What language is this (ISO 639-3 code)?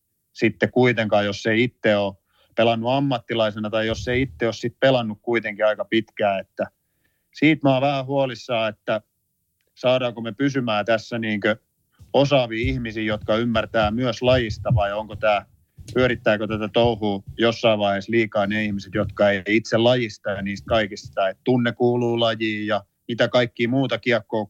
fin